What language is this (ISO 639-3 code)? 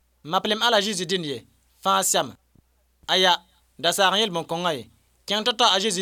mos